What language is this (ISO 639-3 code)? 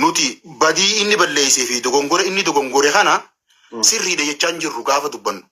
orm